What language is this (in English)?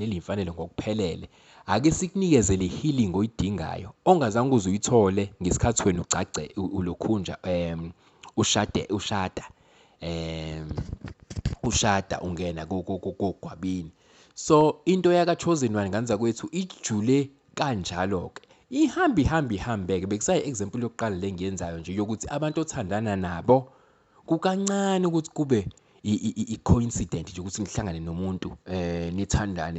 Zulu